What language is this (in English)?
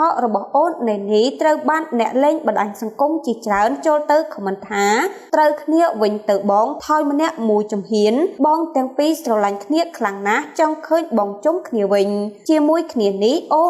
Khmer